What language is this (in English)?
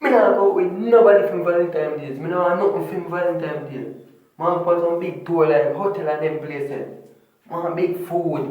Jamaican Creole English